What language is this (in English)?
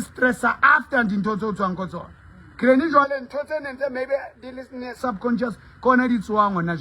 Southern Sotho